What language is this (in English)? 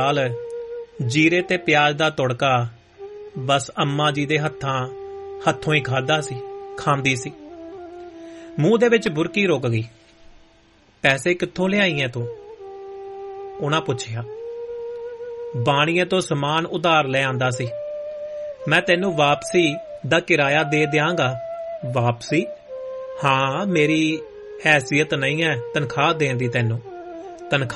Punjabi